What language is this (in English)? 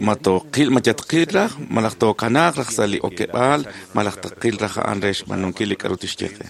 Kekchí